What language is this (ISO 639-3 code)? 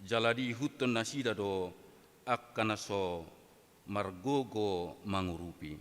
bbc